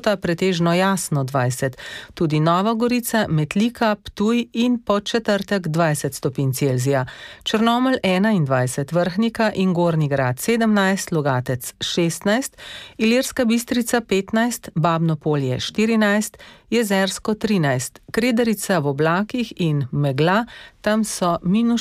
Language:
Slovenian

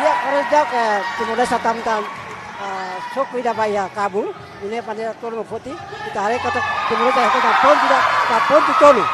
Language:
Tetum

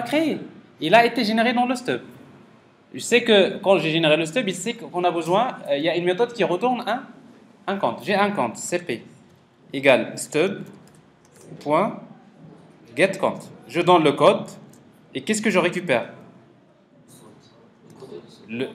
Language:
French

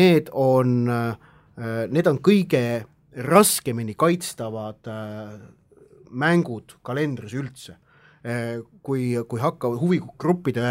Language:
Estonian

